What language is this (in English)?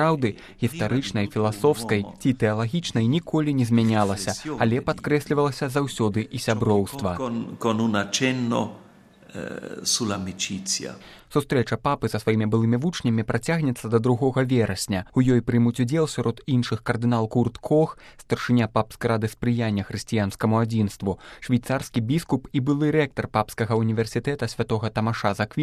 Belarusian